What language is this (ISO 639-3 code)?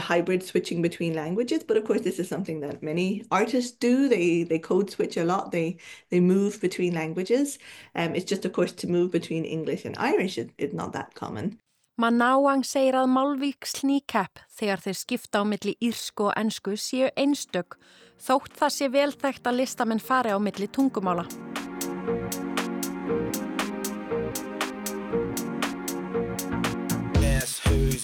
isl